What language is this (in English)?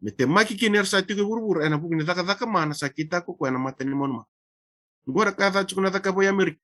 Fijian